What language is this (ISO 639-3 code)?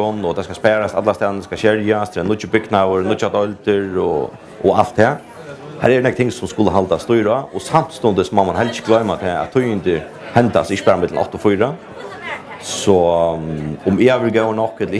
fao